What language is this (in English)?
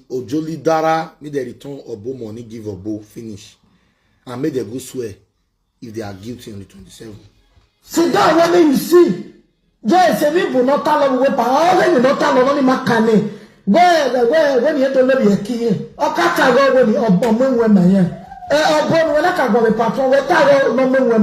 Nigerian Pidgin